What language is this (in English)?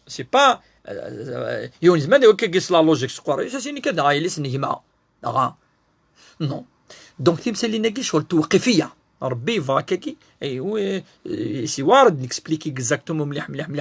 Kabyle